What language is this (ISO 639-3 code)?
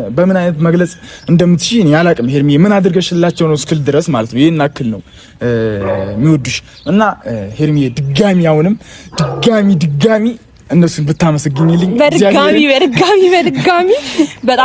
amh